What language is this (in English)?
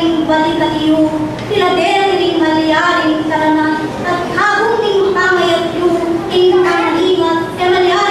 Pampanga